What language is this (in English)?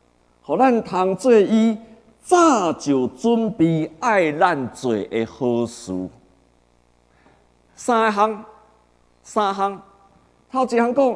Min Nan Chinese